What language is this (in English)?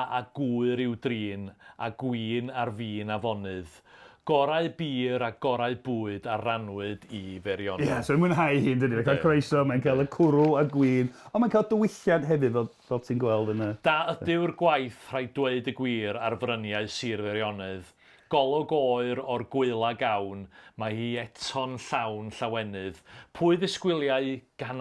Welsh